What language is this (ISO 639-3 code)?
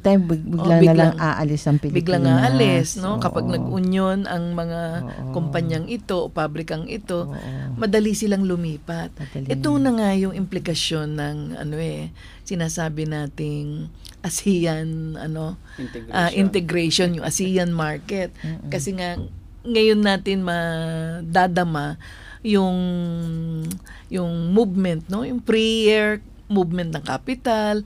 fil